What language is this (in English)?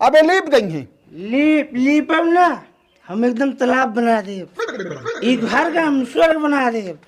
Awadhi